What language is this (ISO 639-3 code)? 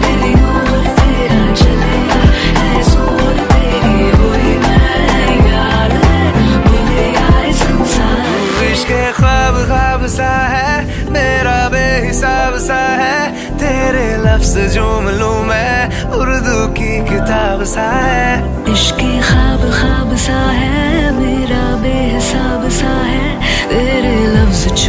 hin